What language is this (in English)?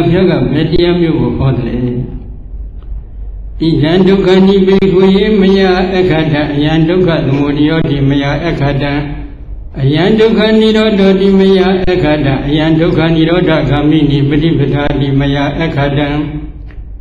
Burmese